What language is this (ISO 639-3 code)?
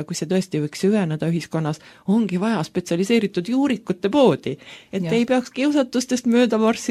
est